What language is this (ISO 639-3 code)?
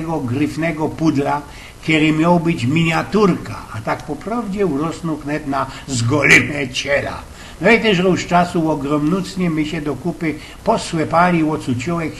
szl